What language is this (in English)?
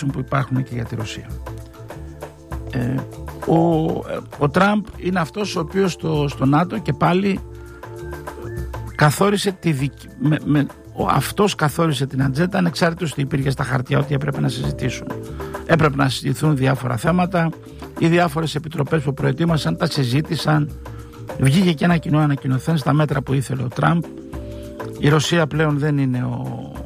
Greek